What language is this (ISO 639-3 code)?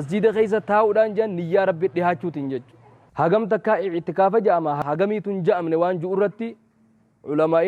orm